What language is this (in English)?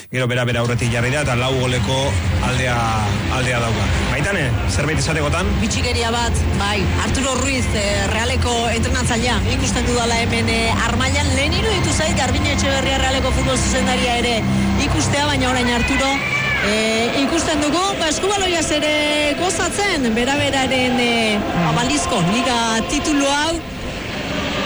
Basque